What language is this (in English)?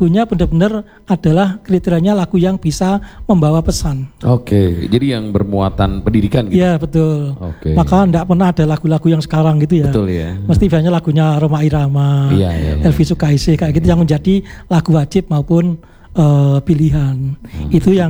Indonesian